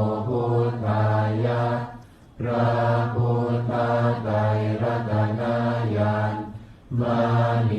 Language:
Pali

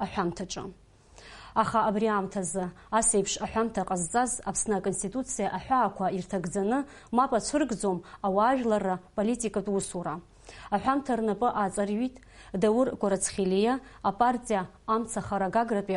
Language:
Abkhazian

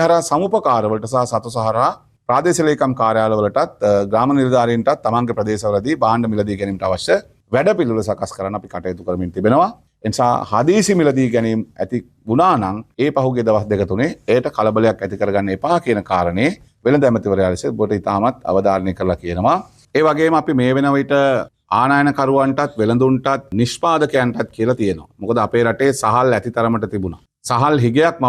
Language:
Sinhala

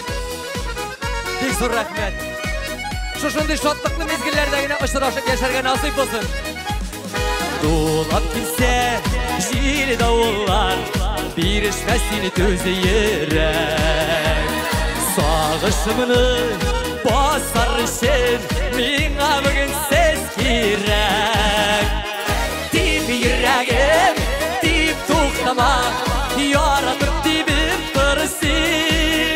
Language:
Tatar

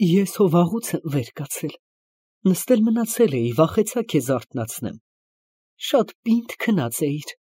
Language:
Armenian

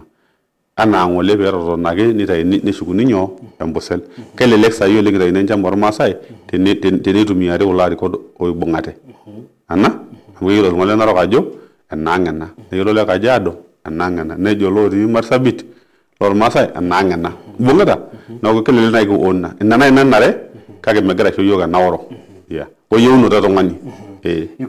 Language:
Masai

